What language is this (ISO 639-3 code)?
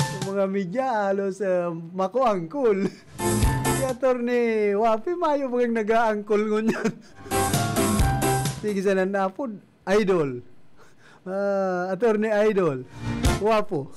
bik